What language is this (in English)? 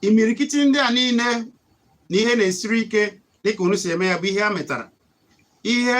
Igbo